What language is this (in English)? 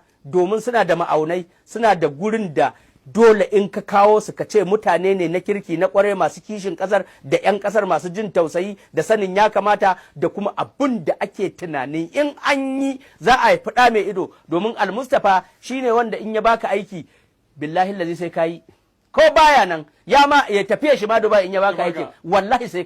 Hausa